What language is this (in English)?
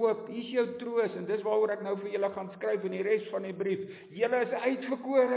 Afrikaans